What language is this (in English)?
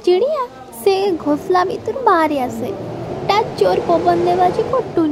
Odia